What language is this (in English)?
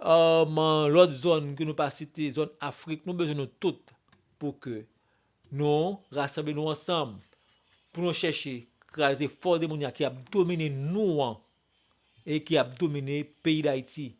Haitian Creole